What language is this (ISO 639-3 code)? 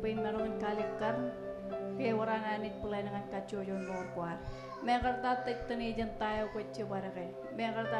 mah